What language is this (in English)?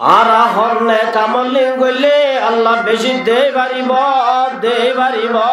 Rohingya